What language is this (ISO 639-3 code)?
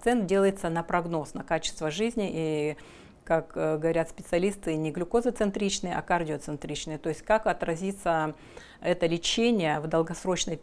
rus